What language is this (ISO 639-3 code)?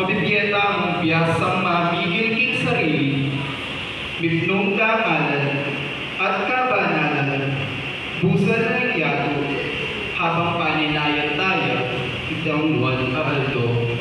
pam